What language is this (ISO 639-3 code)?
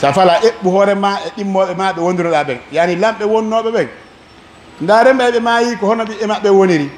fuf